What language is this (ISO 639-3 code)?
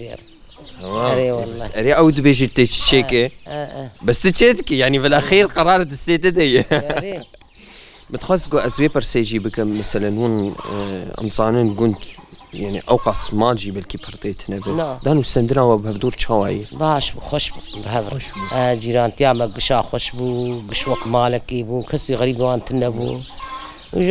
kur